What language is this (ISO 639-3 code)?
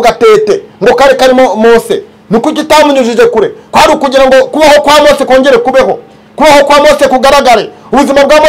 kin